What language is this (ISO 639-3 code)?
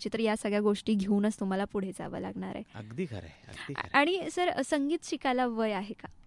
mar